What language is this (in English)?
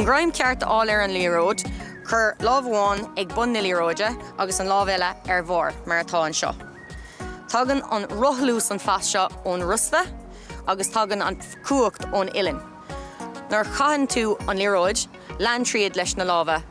Irish